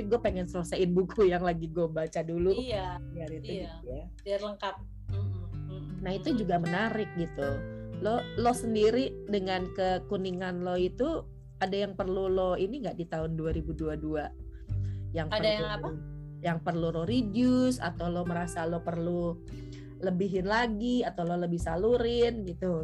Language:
Indonesian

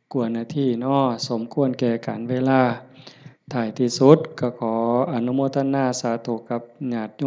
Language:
Lao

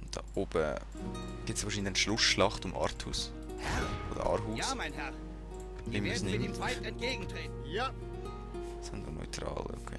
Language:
Swiss German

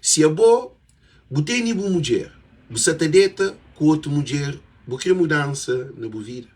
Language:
Kabuverdianu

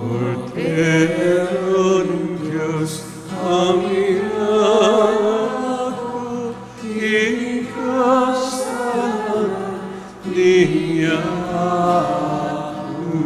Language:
Pampanga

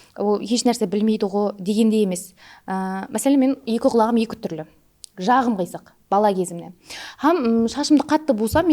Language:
Kara-Kalpak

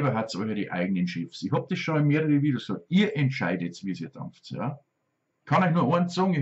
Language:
Bavarian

